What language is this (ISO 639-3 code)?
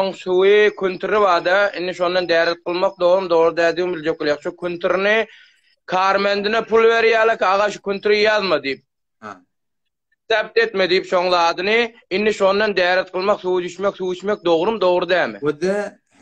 tuk